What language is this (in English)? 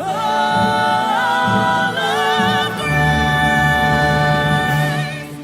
Pampanga